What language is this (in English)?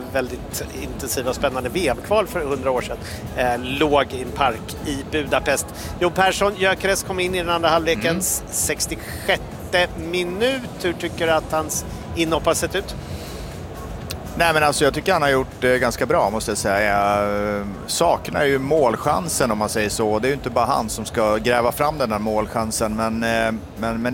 Swedish